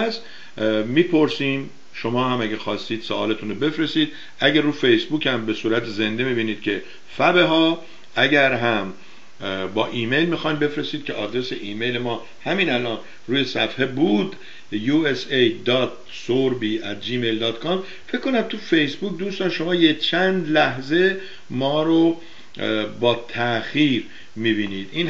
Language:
Persian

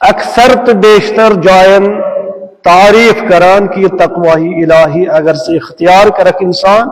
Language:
Kashmiri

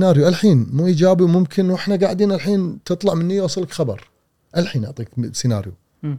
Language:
Gulf Arabic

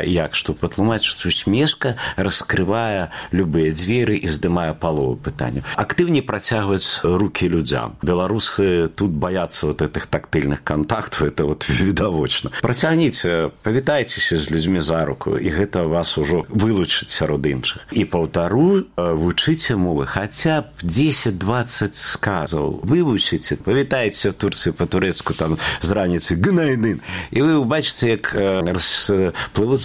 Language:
Belarusian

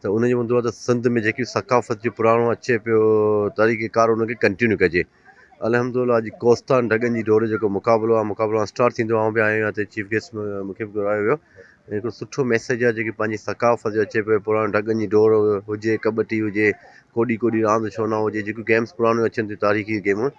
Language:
Sindhi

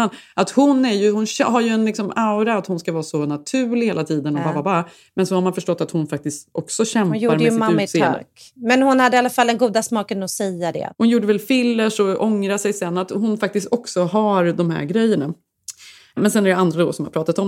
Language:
Swedish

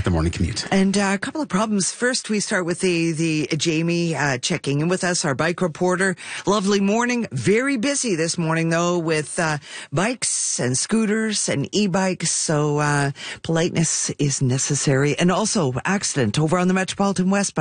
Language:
English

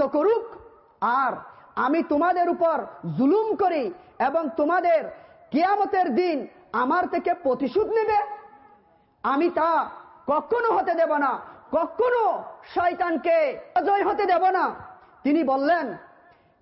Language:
Bangla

